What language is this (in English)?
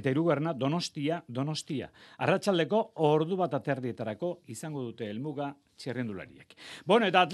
Basque